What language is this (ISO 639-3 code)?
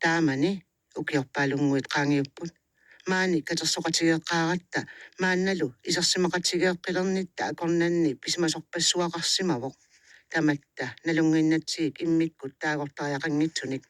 kal